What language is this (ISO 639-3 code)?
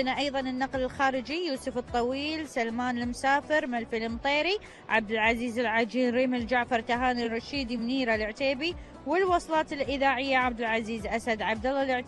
afb